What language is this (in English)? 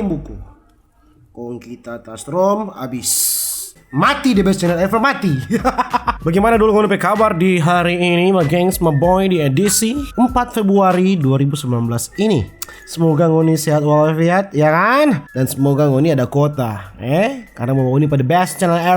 Manado Malay